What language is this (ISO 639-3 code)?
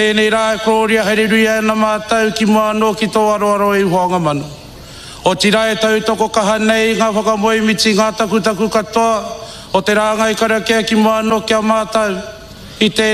mri